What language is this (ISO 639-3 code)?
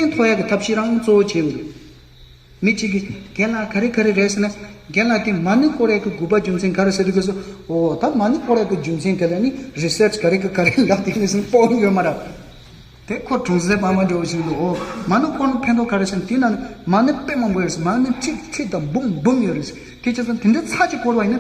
bod